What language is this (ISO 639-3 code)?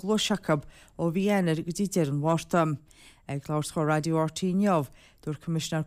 gle